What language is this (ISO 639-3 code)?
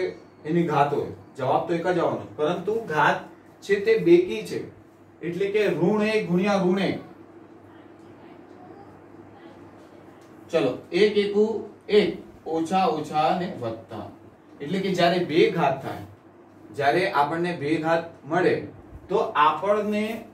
guj